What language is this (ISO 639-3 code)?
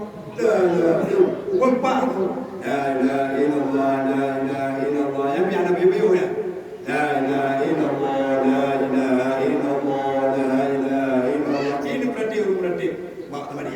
ace